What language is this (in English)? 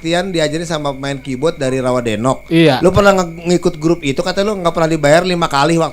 Betawi